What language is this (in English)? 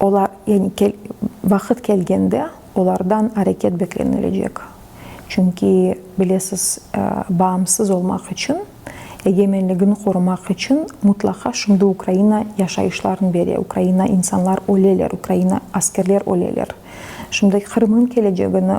Crimean Tatar